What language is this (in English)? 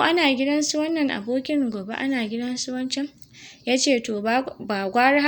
Hausa